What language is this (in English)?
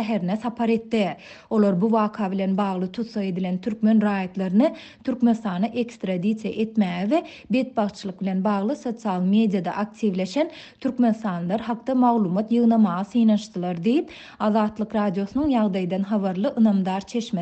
Turkmen